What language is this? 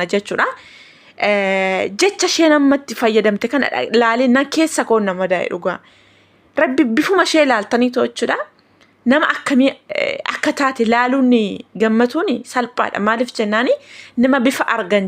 Oromo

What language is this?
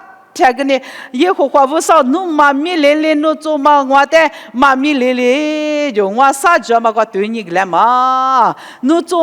Lisu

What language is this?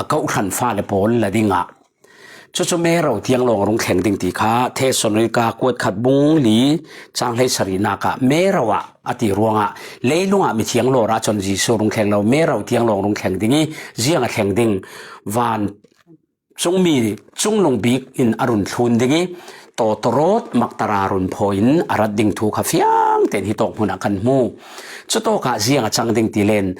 Falam Chin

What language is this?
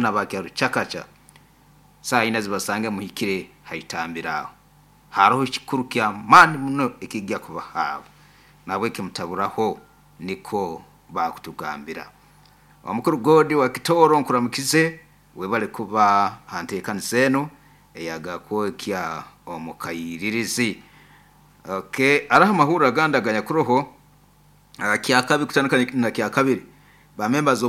Nyoro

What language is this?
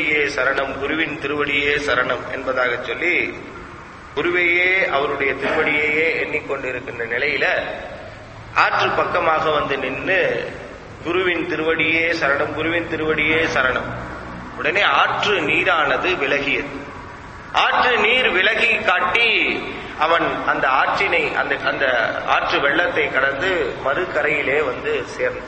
Tamil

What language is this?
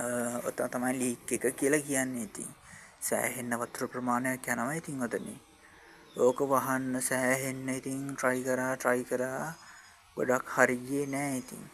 Sinhala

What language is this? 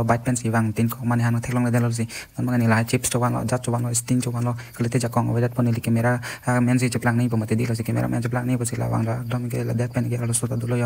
Karbi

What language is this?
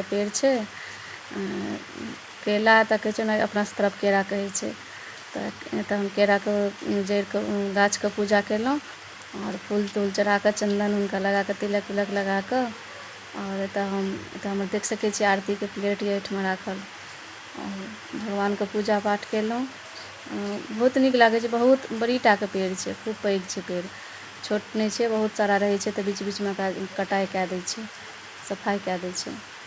Maithili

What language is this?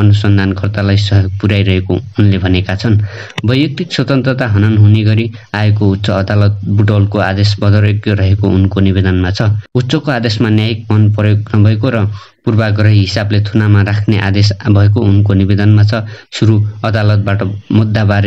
Nepali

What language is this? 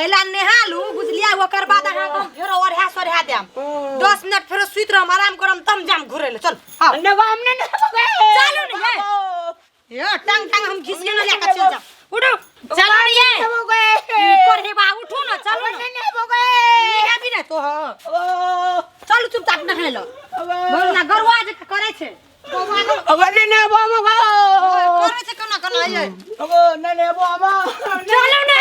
Maithili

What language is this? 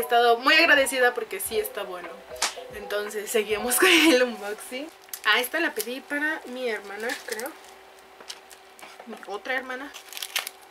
Spanish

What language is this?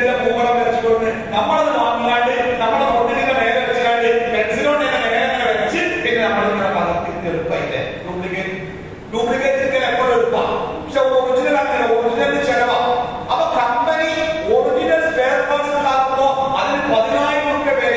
Malayalam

